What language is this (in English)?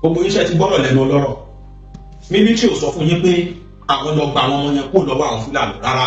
Yoruba